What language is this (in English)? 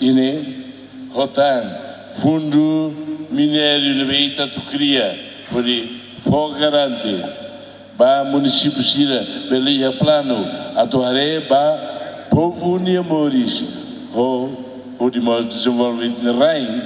Tetum